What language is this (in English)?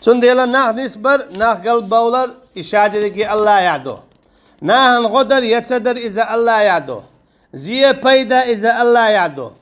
Chechen